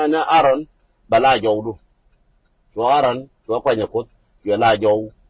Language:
Nuer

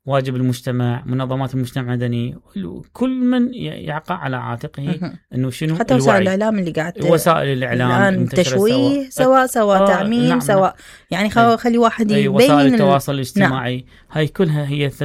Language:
Mesopotamian Arabic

